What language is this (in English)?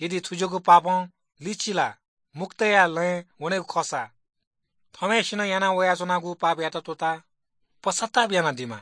Newari